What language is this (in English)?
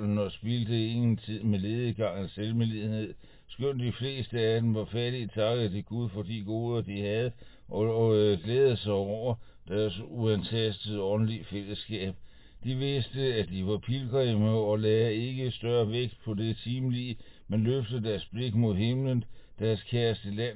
Danish